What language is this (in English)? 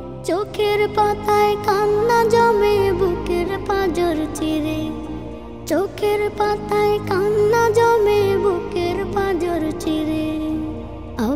Bangla